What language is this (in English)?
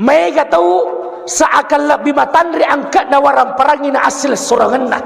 Buginese